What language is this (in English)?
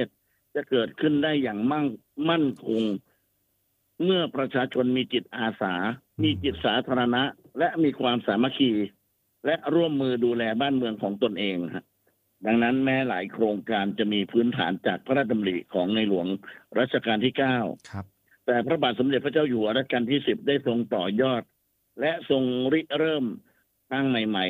Thai